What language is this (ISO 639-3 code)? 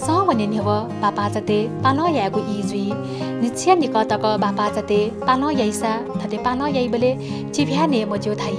new